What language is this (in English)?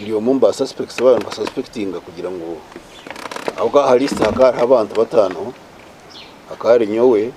Nyankole